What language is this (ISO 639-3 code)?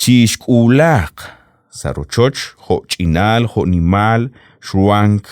kek